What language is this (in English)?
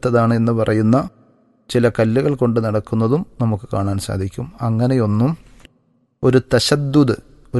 Malayalam